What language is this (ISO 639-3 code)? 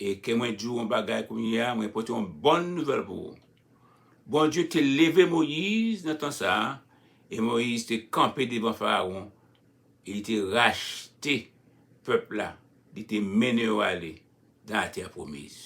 hat